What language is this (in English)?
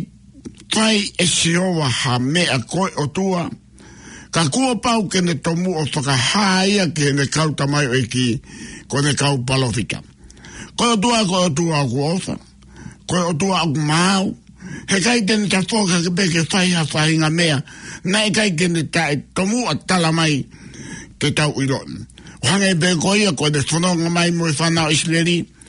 Tongan